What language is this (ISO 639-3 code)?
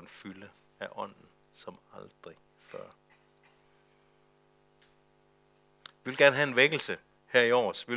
dan